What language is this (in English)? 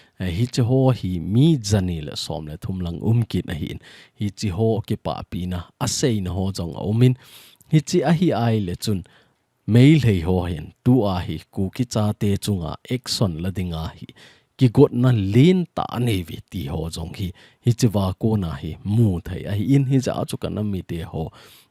Thado Chin